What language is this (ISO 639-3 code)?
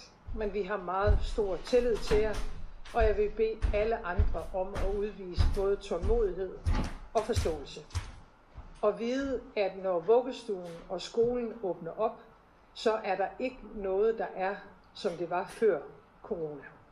dan